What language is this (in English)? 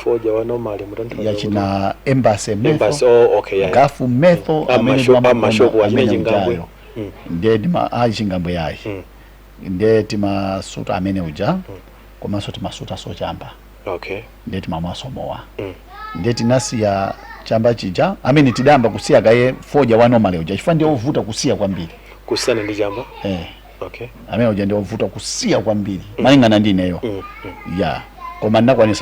Nyanja